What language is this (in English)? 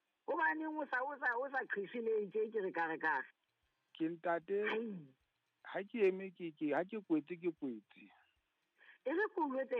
Southern Sotho